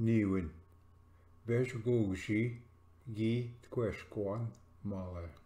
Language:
Ojibwa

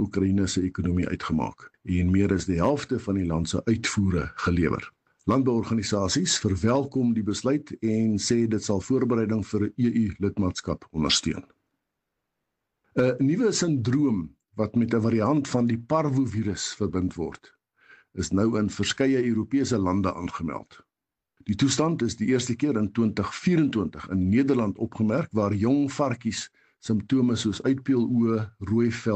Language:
Afrikaans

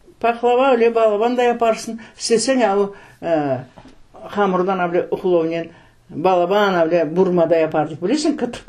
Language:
Crimean Tatar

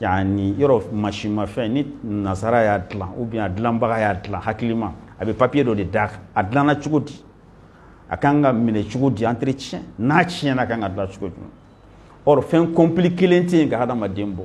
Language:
Bambara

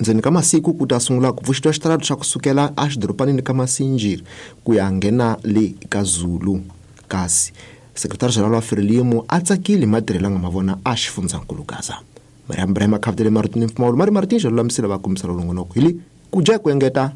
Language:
Tsonga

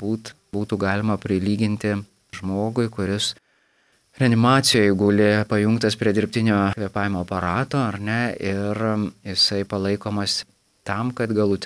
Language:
Lithuanian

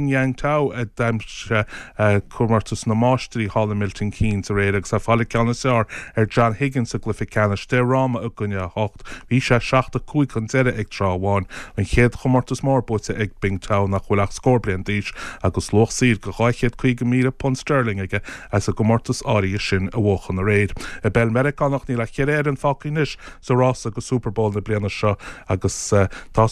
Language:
Irish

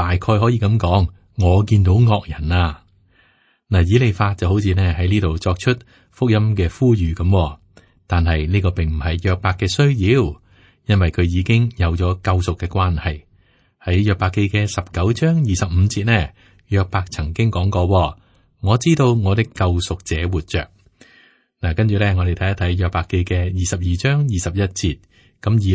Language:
Cantonese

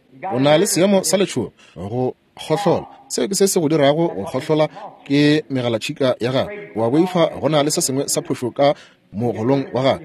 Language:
Northern Sotho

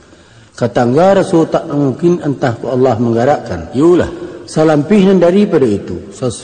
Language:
Minangkabau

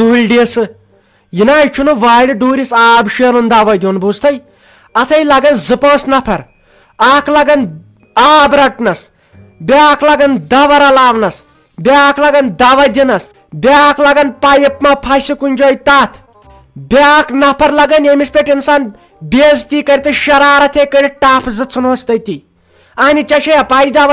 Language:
Kashmiri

